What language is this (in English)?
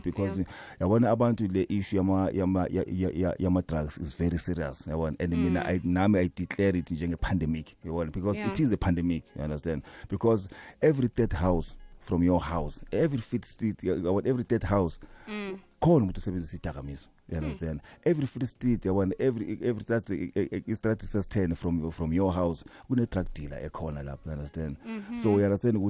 South Ndebele